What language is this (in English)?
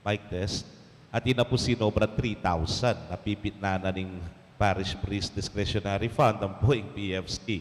Pampanga